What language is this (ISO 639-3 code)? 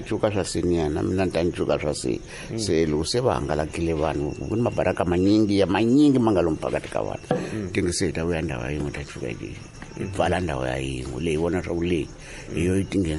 tso